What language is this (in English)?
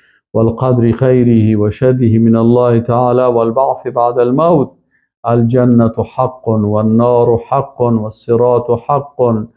Persian